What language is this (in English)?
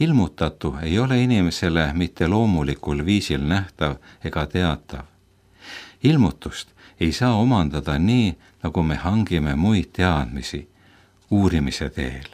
Estonian